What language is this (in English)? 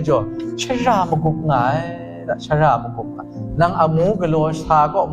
Kachin